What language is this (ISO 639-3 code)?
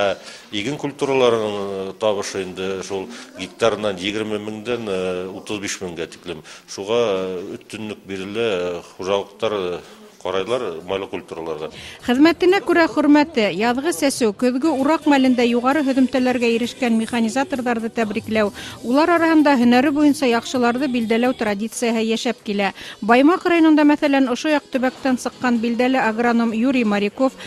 bak